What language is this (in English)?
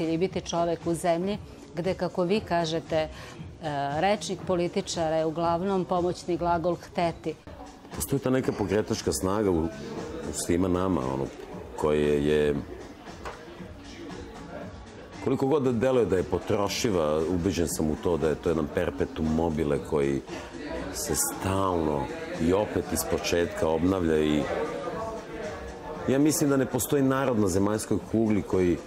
Serbian